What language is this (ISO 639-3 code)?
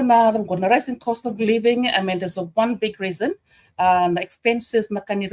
fij